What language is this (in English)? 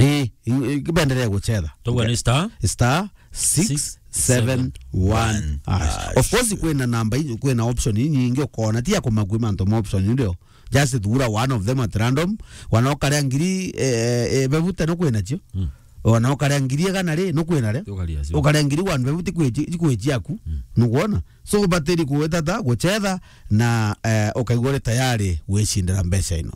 Meru